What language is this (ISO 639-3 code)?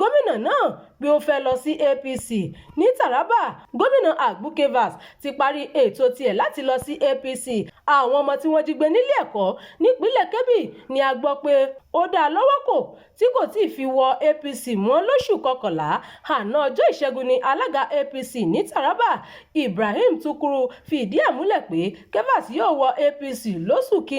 yor